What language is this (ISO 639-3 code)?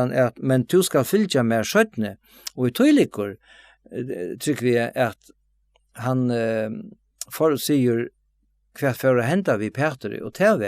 fao